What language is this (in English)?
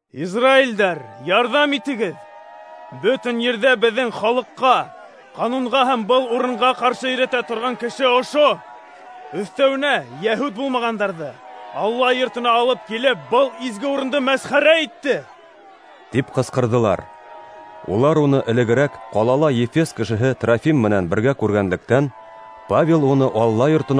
Bashkir